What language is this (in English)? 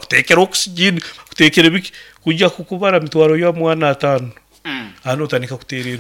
Nyoro